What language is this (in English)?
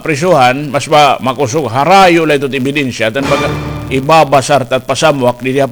Waray